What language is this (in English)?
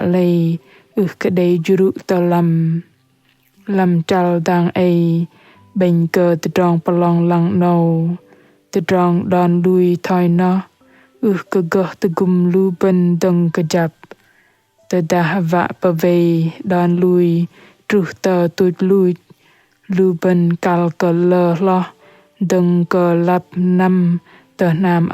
Bahnar